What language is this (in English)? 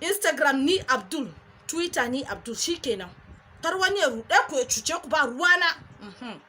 Hausa